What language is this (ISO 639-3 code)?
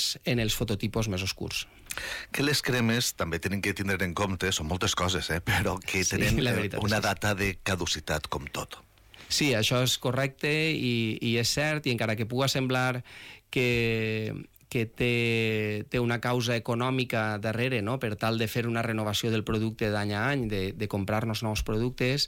cat